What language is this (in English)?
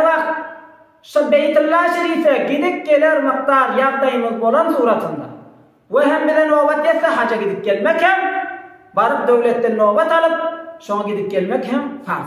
Turkmen